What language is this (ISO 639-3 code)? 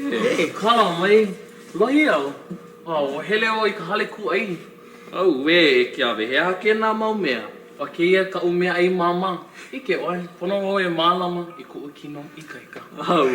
haw